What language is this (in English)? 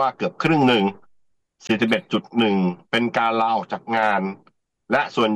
Thai